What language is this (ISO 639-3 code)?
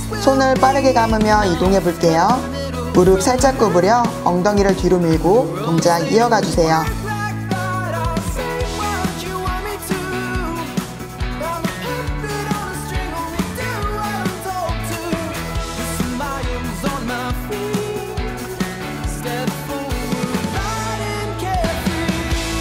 kor